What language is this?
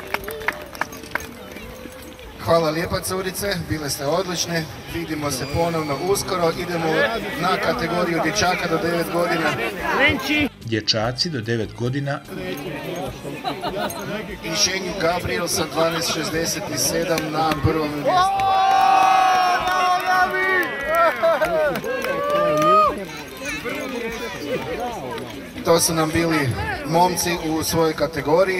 Croatian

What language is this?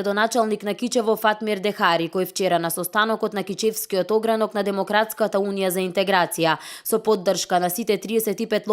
Macedonian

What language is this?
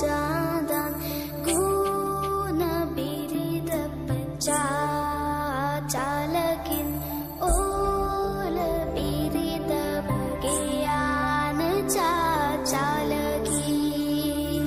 Santali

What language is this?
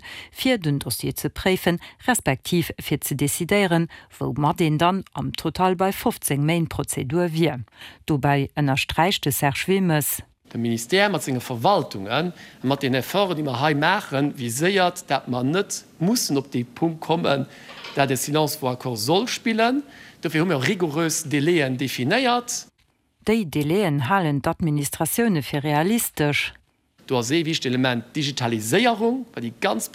Luxembourgish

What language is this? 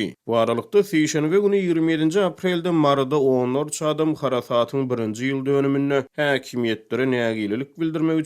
Turkmen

